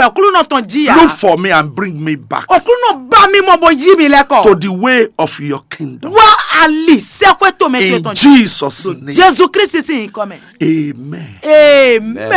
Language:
Fon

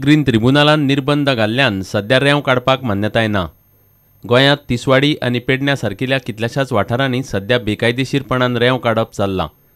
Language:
Konkani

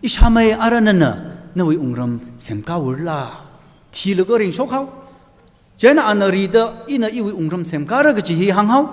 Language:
Tangkhul Naga (India)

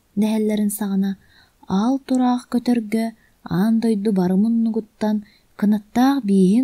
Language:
Yakut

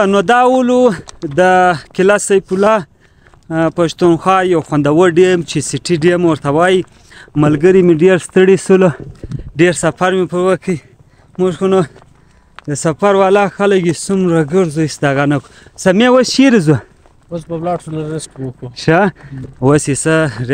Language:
Pashto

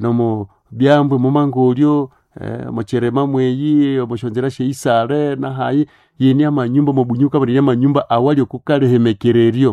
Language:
Nande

